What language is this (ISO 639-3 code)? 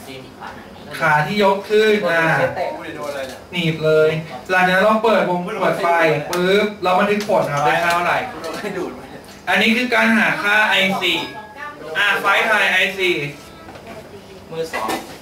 tha